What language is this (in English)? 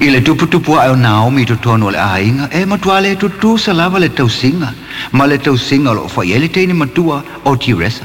Samoan